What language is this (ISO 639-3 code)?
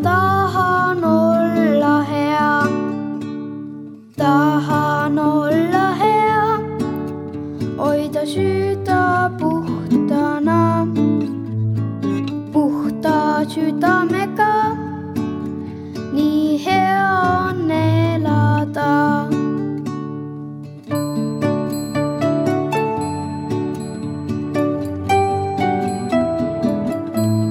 est